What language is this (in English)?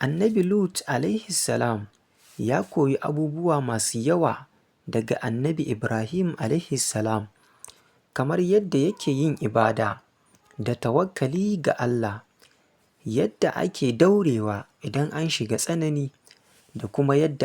Hausa